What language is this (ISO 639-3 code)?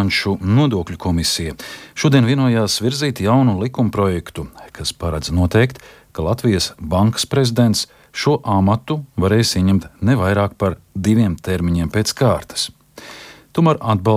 lav